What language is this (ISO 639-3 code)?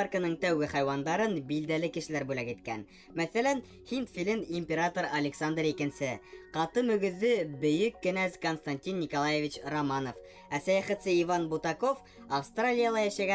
bak